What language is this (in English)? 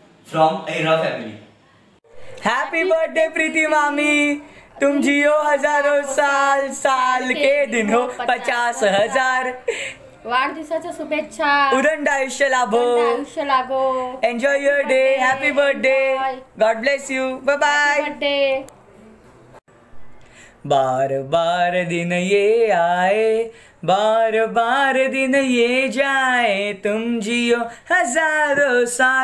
Marathi